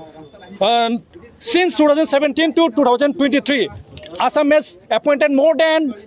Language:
Bodo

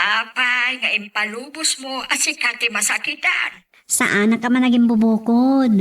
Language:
Iloko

